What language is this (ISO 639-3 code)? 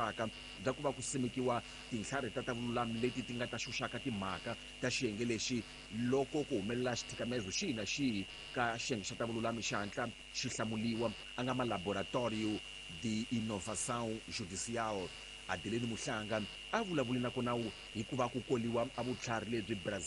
tso